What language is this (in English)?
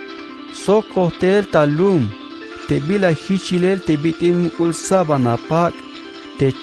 Tzeltal